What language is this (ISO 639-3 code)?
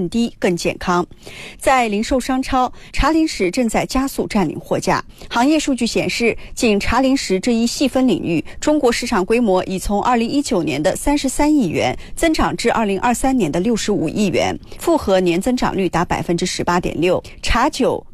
zho